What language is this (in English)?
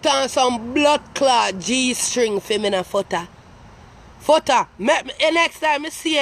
Jamaican Creole English